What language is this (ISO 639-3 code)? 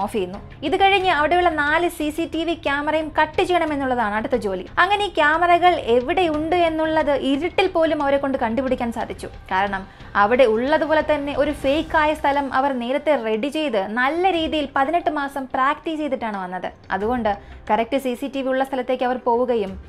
mal